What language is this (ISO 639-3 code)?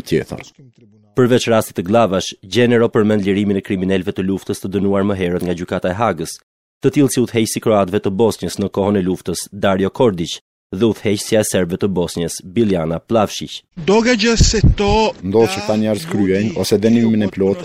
sqi